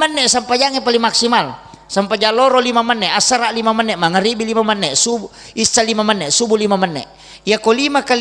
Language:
Buginese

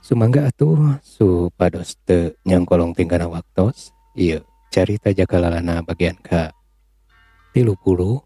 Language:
Sundanese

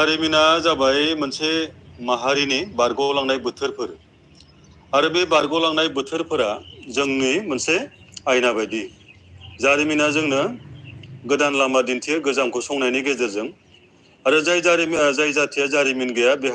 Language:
Bodo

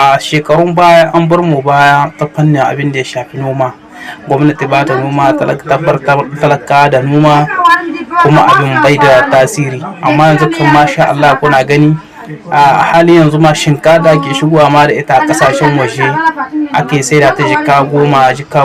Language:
Hausa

